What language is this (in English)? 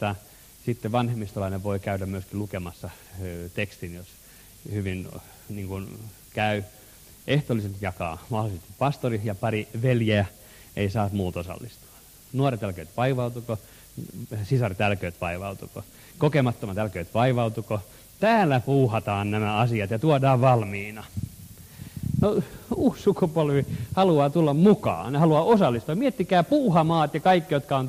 Finnish